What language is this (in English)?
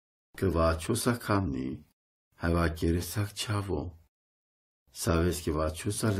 Romany